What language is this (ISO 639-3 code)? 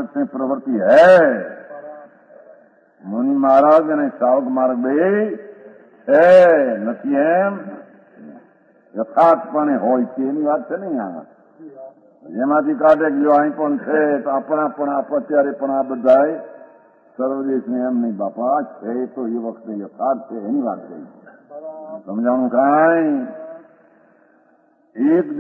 guj